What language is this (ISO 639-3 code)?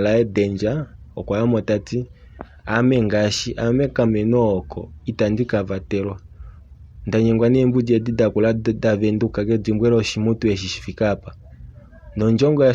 kua